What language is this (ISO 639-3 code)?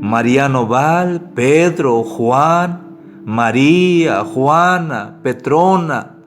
tzh